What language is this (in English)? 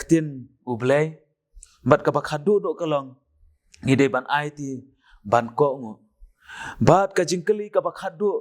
Khasi